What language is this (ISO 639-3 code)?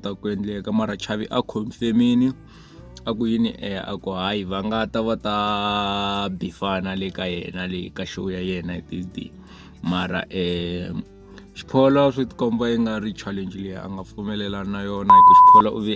tso